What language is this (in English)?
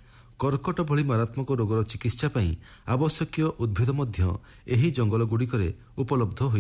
Odia